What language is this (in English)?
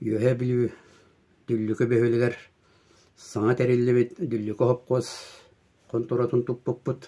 Yakut